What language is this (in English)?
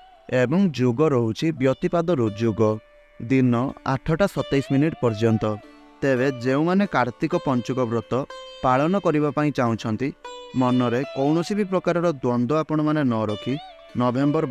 Odia